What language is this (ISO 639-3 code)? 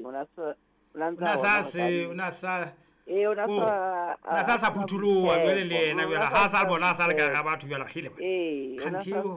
sot